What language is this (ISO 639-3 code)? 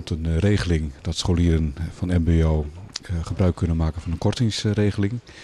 nld